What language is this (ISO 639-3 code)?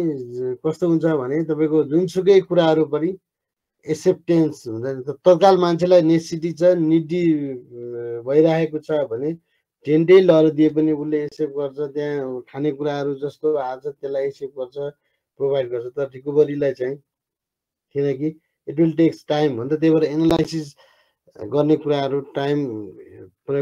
nep